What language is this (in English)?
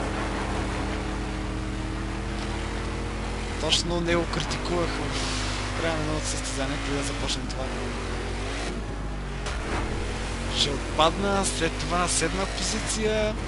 Bulgarian